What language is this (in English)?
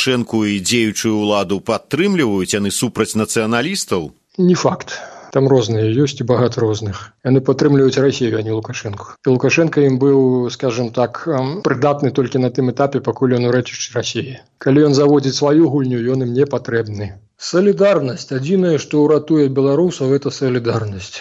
Belarusian